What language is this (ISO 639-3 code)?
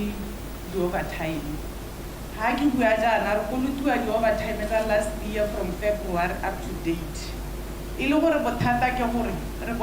tsn